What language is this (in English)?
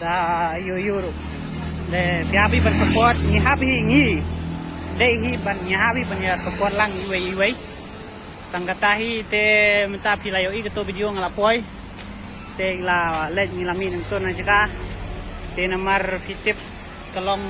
Khasi